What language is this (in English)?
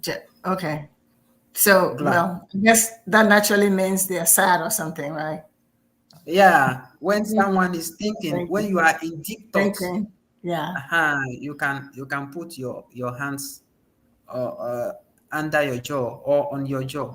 Ewe